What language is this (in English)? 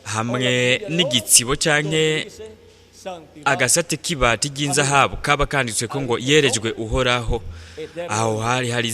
Rundi